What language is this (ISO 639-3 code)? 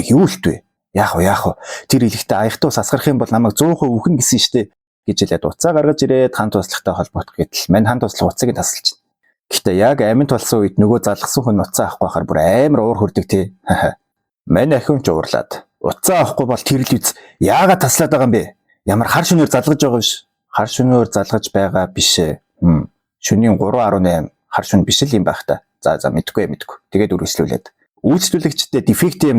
mon